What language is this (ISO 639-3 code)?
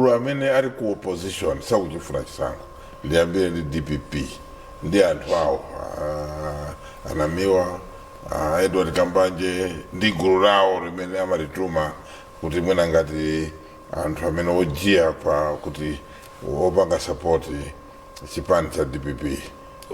nya